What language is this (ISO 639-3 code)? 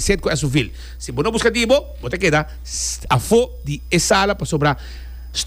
pap